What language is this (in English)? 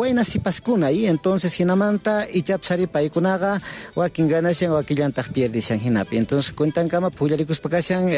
South Bolivian Quechua